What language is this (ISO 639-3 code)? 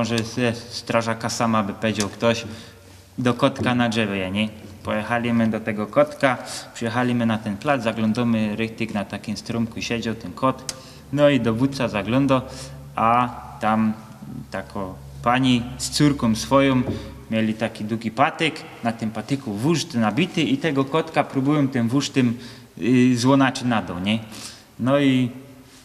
szl